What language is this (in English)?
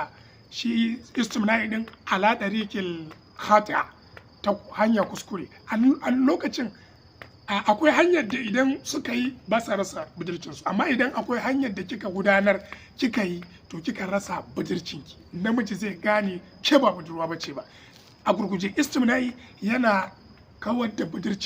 Hausa